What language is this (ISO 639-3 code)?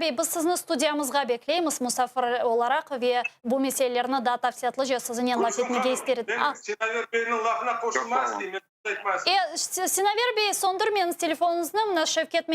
crh